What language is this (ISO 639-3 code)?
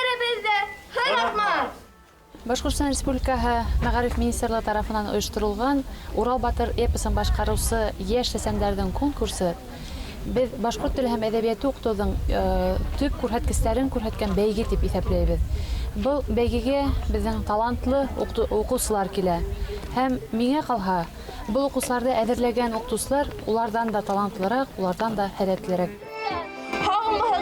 bak